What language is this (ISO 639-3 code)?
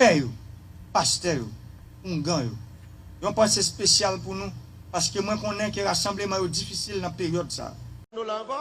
hat